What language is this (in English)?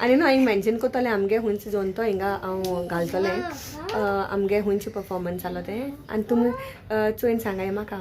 Konkani